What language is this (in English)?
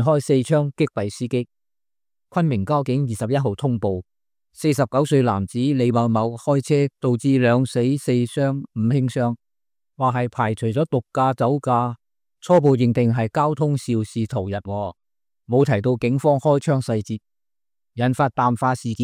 Cantonese